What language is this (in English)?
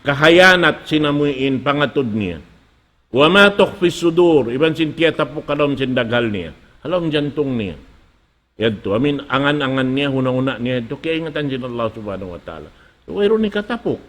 Tausug